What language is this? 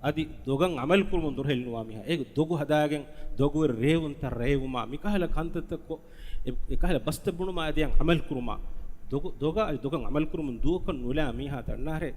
Divehi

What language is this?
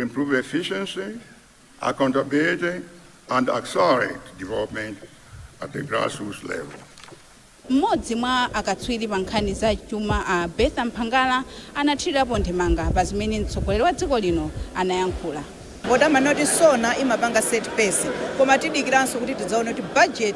Nyanja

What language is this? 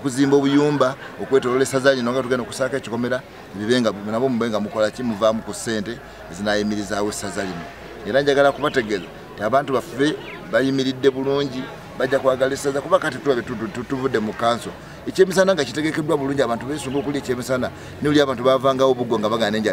Ganda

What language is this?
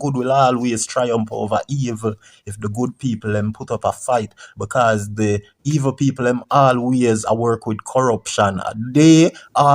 Jamaican Creole English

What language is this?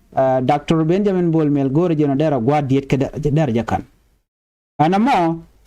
Nuer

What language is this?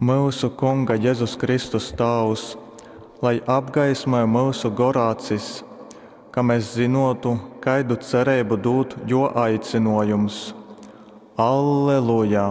Latgalian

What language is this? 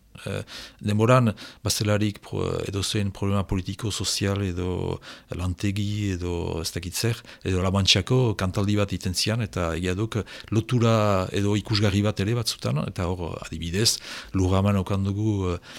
Basque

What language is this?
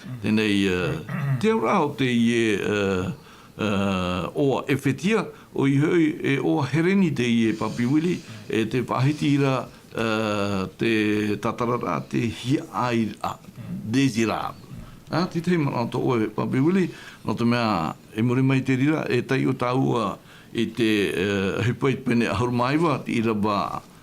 Tahitian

